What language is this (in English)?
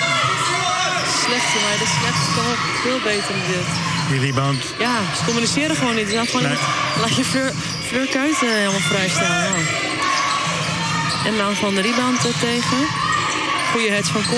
Dutch